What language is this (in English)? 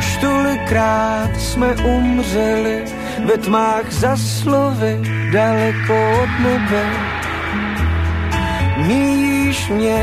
Czech